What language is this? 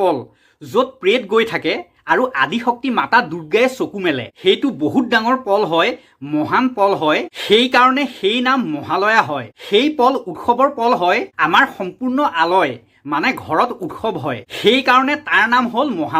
Assamese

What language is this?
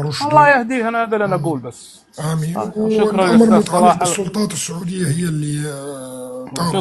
North Levantine Arabic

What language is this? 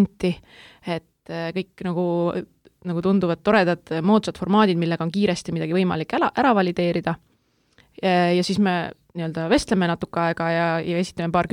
Estonian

